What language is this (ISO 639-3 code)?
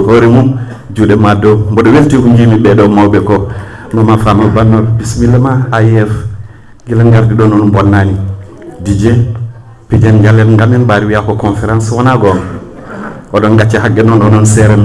ful